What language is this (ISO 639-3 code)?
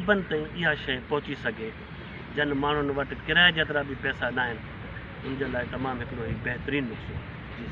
snd